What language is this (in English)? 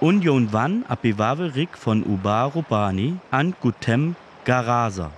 Sinte Romani